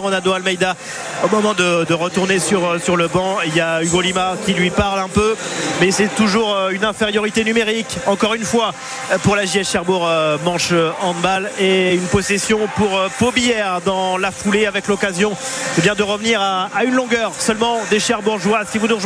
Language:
French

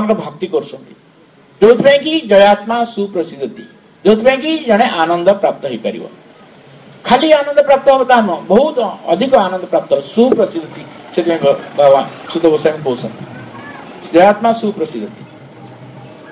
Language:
Odia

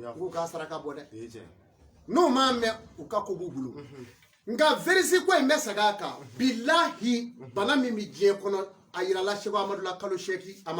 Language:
Bambara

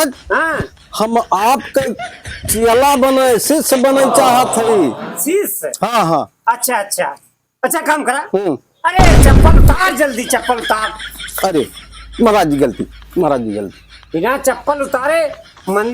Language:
Awadhi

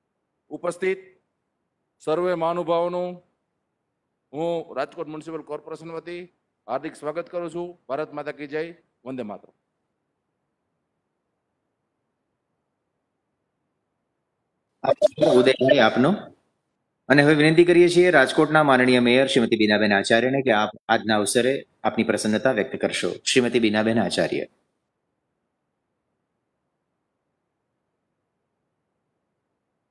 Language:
Gujarati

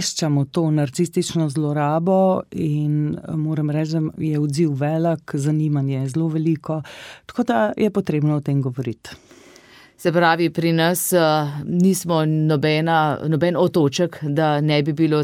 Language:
Slovenian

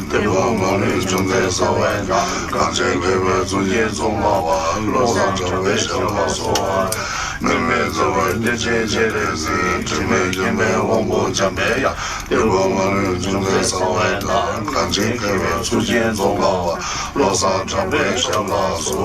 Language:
Tibetan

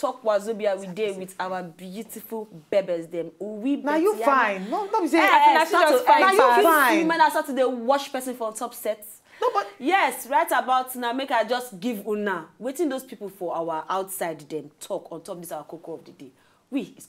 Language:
Nigerian Pidgin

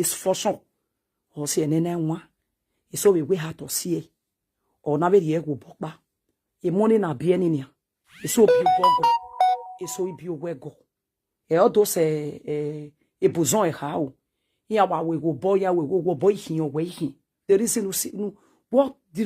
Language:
Nigerian Pidgin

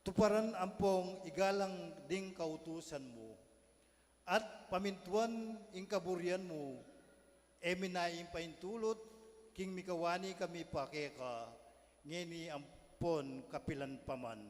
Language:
Pampanga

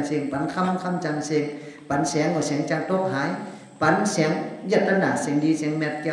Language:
Shan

